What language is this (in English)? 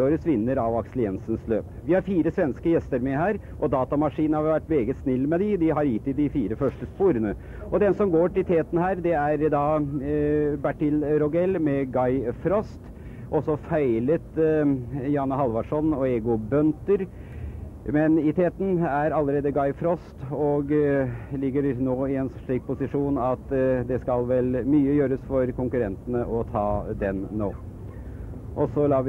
Norwegian